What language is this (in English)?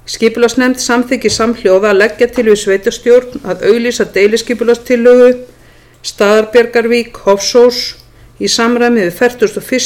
Icelandic